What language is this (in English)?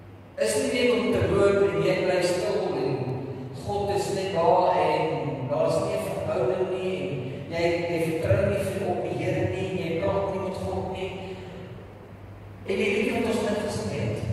Afrikaans